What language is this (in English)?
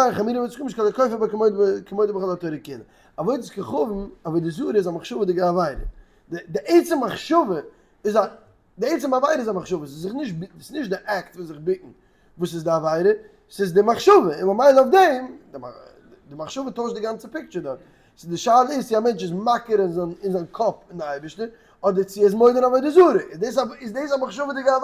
Yiddish